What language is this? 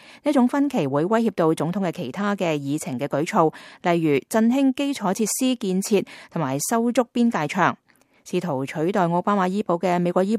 Cantonese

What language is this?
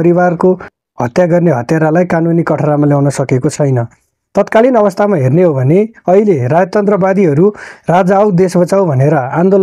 Nepali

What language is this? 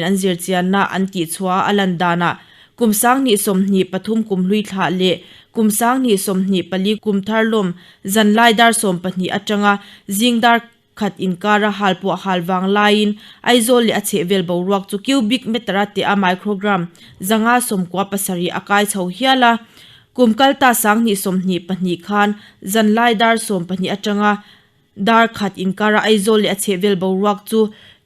Mizo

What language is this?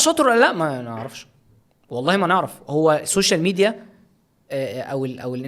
Egyptian Arabic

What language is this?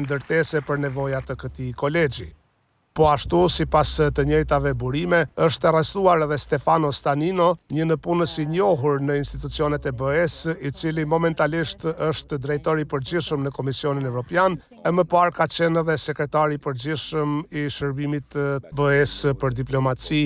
Albanian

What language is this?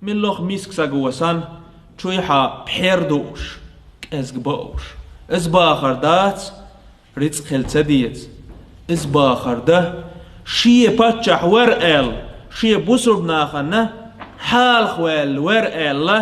Chechen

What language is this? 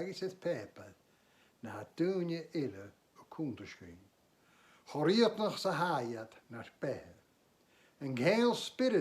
Scottish Gaelic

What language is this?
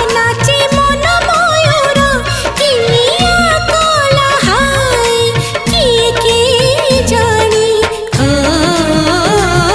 Bhojpuri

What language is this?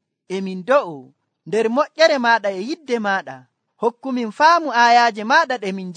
Nigerian Fulfulde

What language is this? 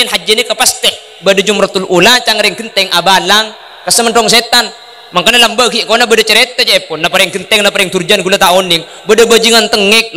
Madurese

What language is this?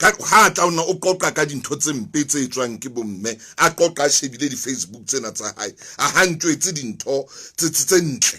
Southern Sotho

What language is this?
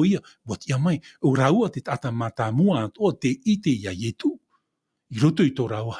Tahitian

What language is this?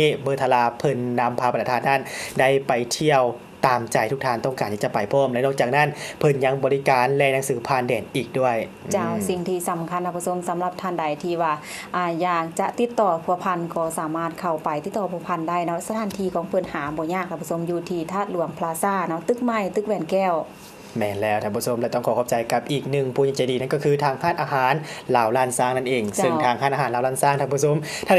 Lao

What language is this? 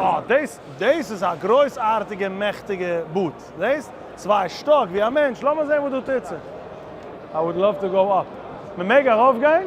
Yiddish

